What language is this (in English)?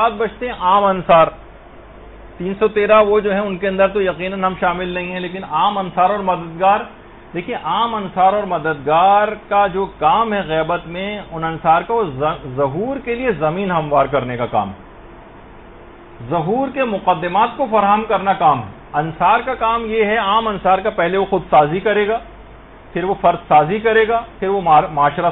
Urdu